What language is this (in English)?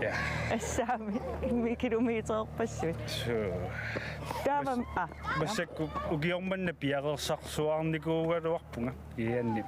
Kalaallisut